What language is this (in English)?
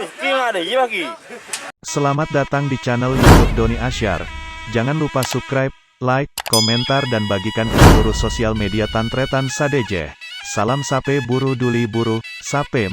Madurese